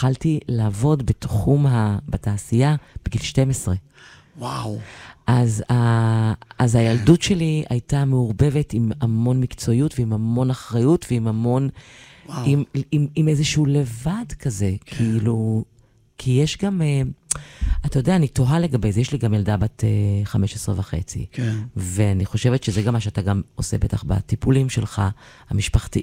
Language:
Hebrew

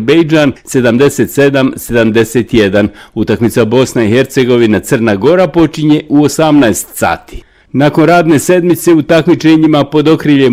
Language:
Bosnian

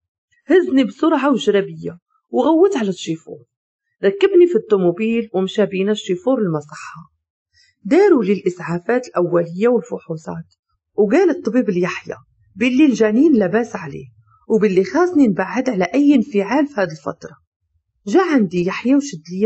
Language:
Moroccan Arabic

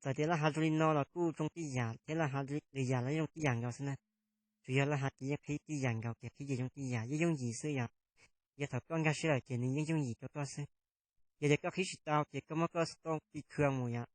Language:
Hmong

